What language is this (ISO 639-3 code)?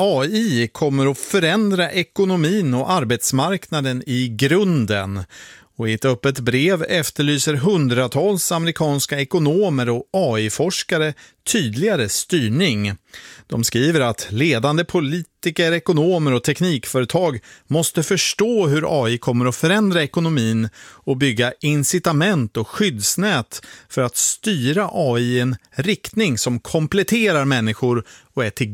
swe